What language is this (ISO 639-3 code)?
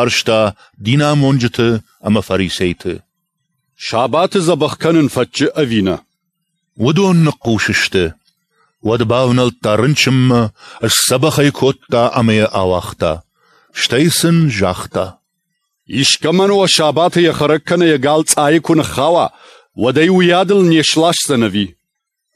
oss